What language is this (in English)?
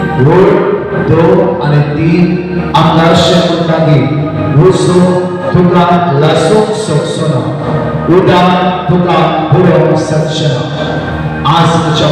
Konkani